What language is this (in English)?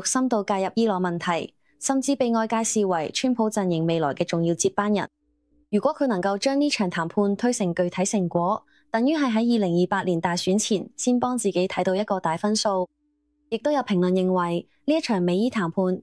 Cantonese